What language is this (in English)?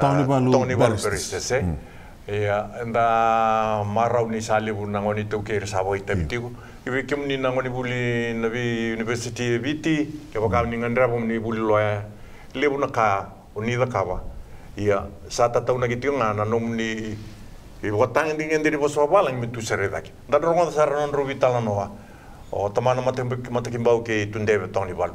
Fijian